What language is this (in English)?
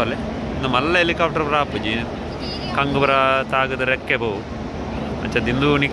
Tulu